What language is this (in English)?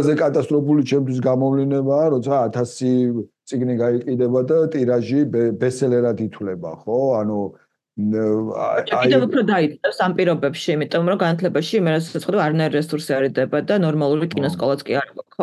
Georgian